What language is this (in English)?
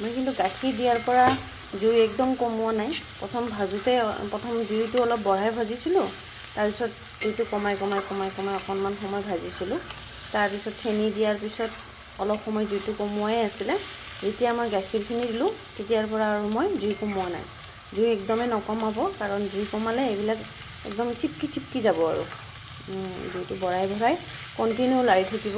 Assamese